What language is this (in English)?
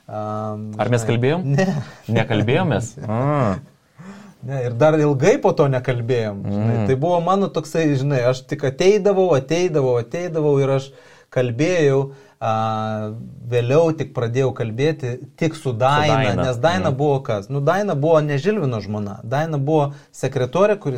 Lithuanian